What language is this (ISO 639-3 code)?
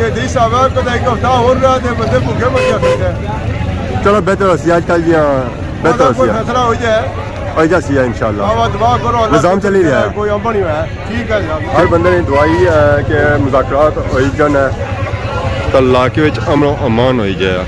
phr